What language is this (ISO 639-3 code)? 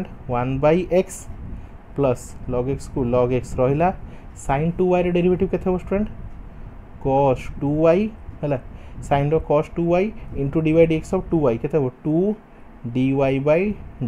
hin